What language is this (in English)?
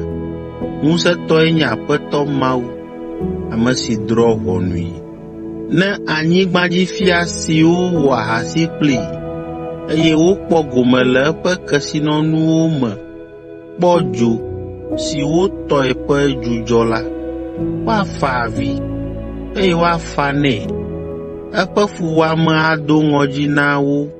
Ewe